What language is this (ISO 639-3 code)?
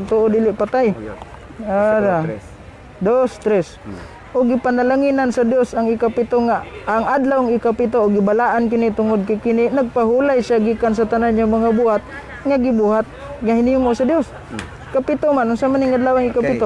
ceb